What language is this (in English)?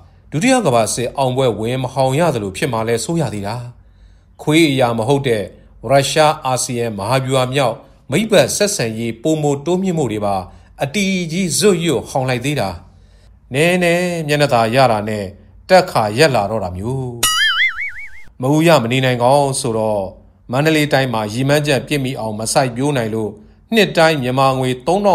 Burmese